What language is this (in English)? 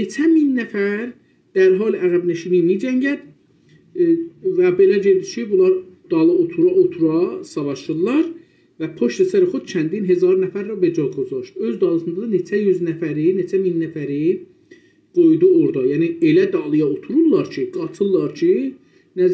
South Azerbaijani